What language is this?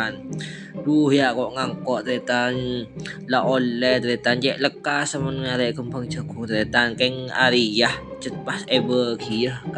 Madurese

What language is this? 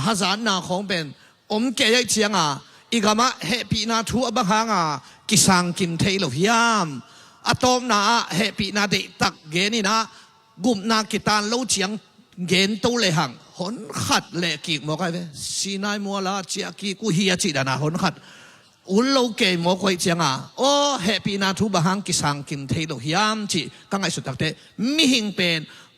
Tedim Chin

